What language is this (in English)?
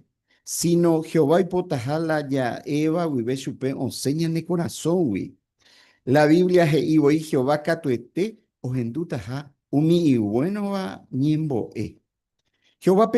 Guarani